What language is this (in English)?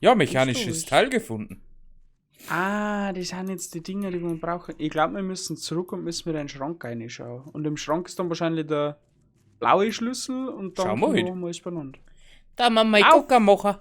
Bavarian